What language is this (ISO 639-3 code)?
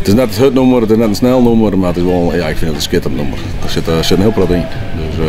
fry